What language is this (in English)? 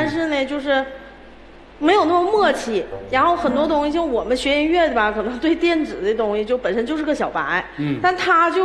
Chinese